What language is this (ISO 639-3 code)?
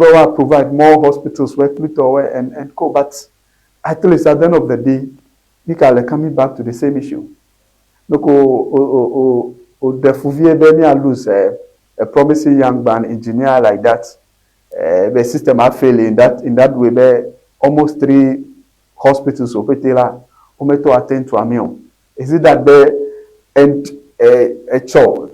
ewe